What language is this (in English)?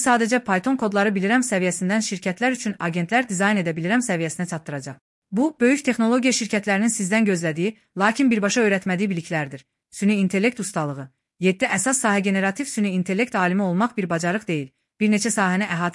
Azerbaijani